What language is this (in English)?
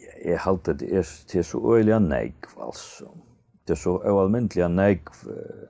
Faroese